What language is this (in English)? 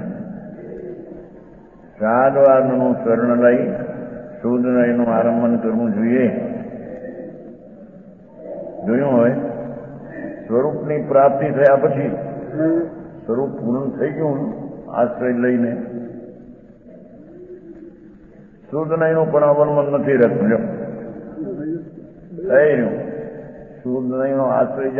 Gujarati